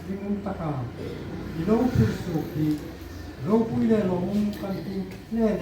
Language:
Hmar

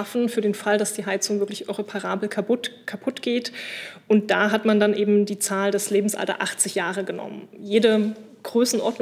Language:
German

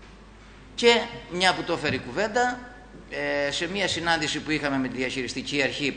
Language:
Greek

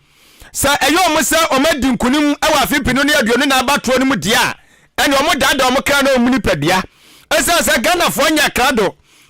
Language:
Akan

